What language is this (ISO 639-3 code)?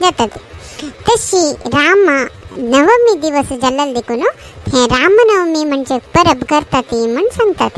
kok